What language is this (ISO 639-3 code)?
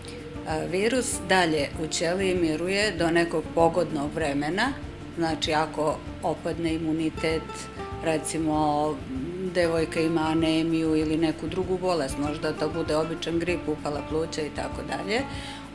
srp